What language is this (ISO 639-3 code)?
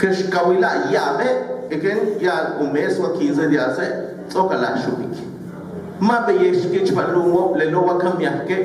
yua